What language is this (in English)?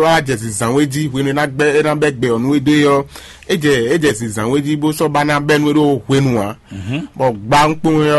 Fon